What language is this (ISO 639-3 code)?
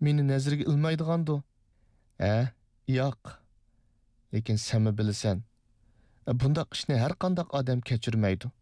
uig